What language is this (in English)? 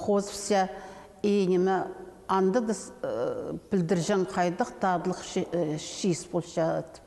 Khakas